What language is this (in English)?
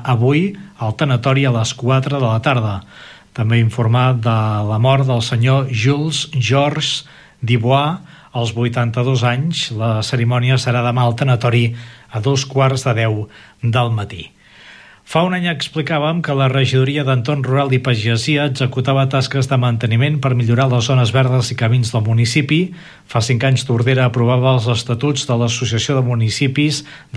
Catalan